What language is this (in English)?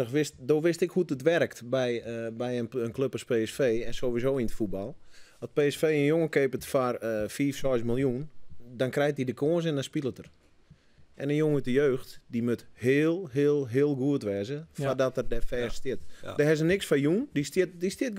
Western Frisian